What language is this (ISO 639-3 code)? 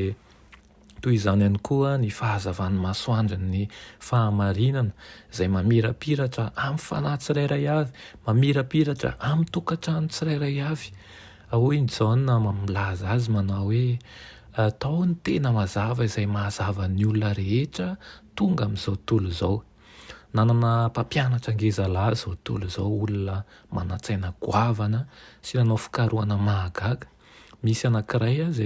mlg